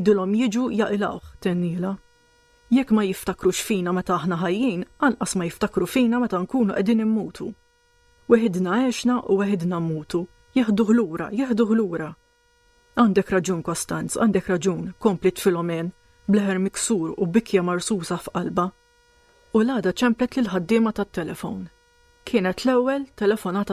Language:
Maltese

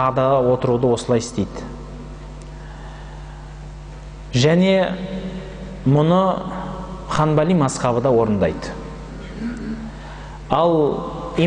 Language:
Kazakh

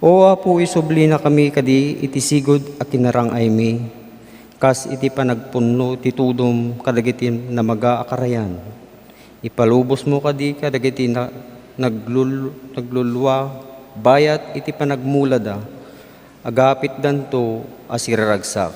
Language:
Iloko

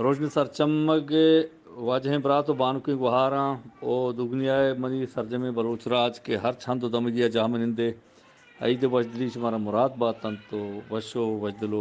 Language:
Eastern Balochi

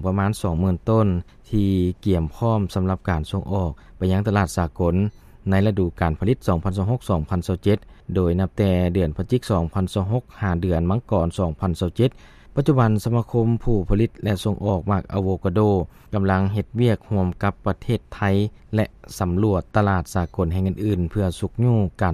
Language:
Lao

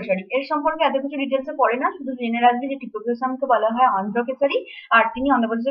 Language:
Bangla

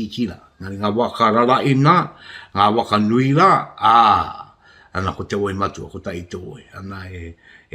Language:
Māori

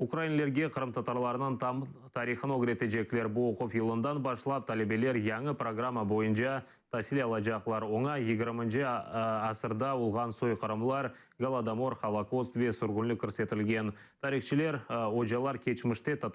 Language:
Crimean Tatar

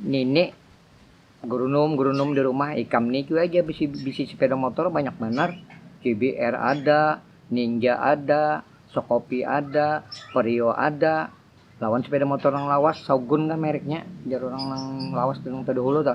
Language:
Banjar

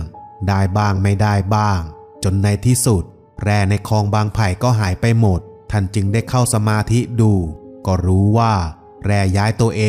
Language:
Thai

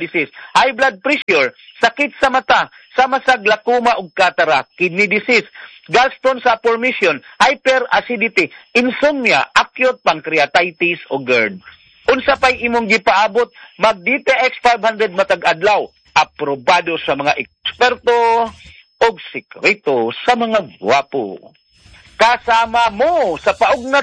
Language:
Cebuano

